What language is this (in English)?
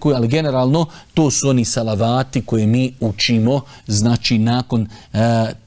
Bosnian